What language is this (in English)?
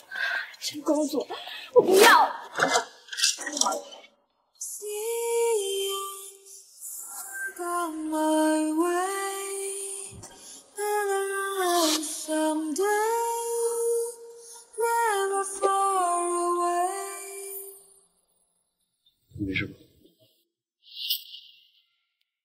Chinese